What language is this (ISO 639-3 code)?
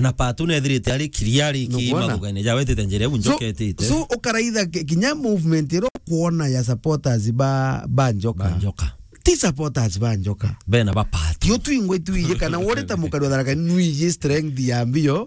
mer